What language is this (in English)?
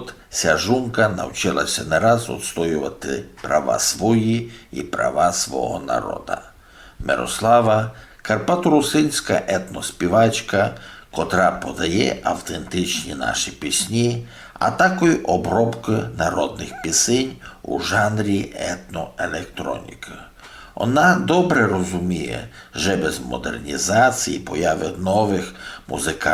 Rusyn